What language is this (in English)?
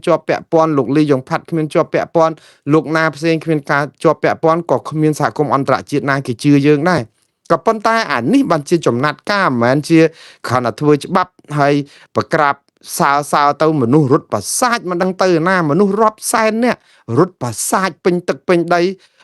Khmer